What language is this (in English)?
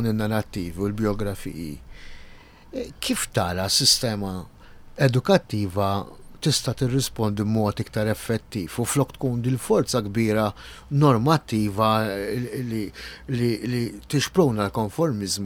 Maltese